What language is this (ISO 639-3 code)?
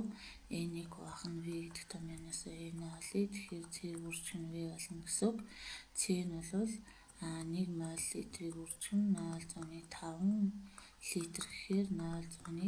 mon